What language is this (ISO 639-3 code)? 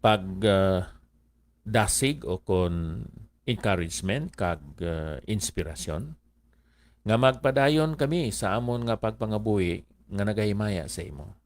hil